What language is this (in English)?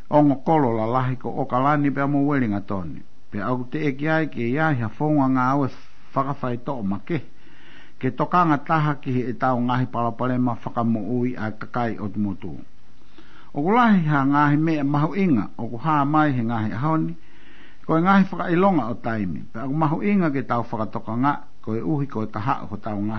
Tongan